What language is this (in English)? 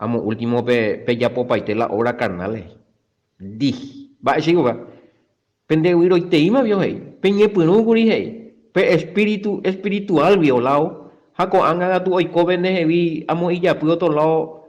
Guarani